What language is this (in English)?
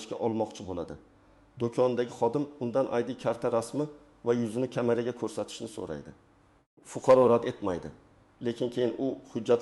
Uzbek